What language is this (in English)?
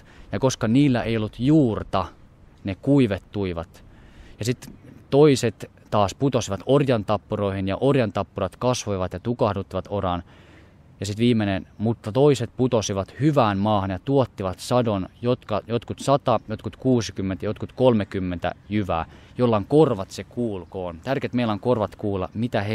Finnish